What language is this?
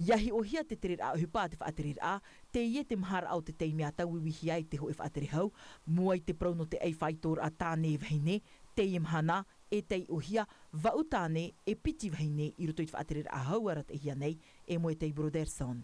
Tahitian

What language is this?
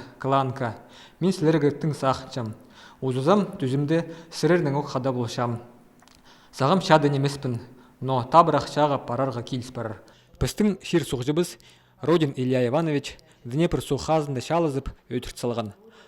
Khakas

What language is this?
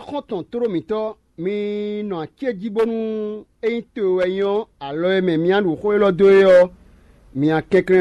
Fon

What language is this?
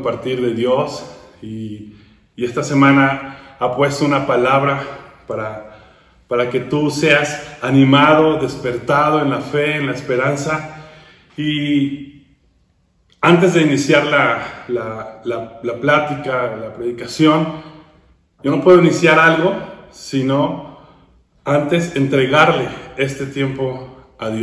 Spanish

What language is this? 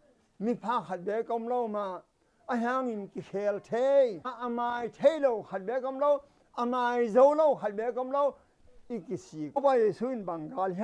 Tedim Chin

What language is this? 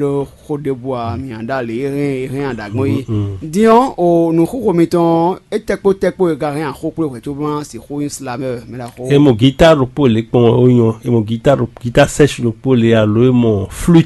Fon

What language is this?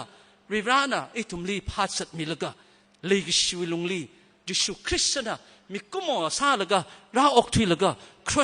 Tangkhul Naga (India)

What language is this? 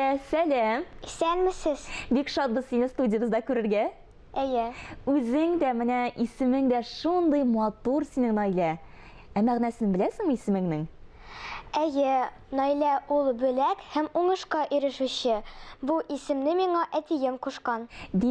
Tatar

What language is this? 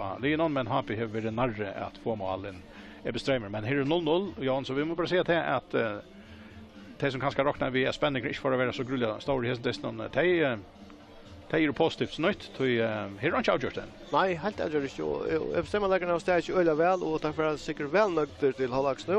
Faroese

